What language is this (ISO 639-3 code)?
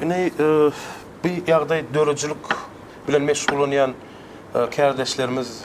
tuk